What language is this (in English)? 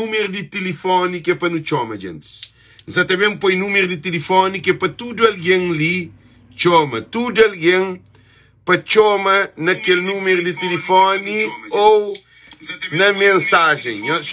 Kabuverdianu